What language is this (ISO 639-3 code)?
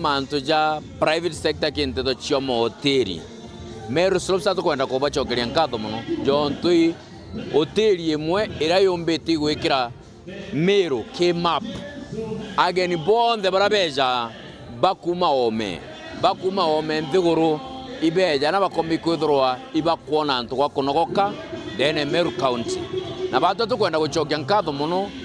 mer